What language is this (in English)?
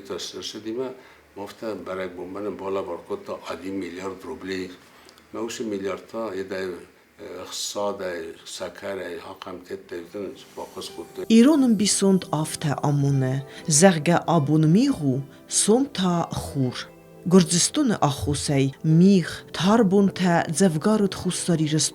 Ossetic